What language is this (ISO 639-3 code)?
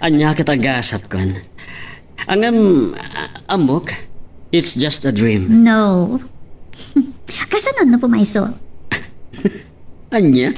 ilo